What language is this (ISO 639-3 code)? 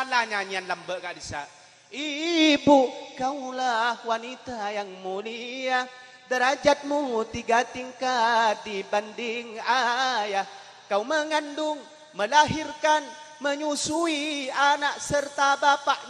mad